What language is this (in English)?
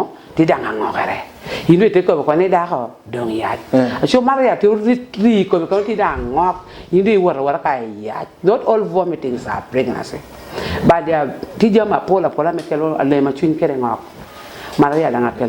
Lango (Uganda)